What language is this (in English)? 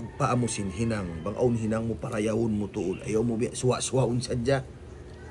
Tausug